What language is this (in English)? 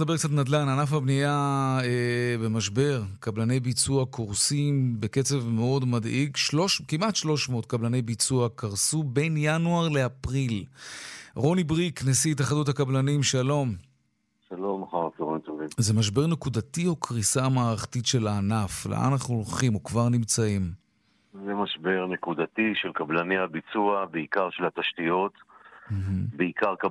Hebrew